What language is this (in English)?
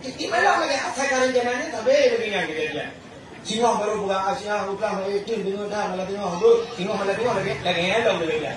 Achinese